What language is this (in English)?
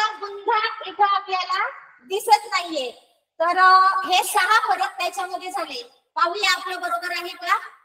Marathi